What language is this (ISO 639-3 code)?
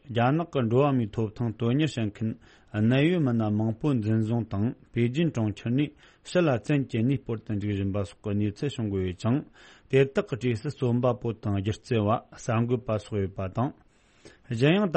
bod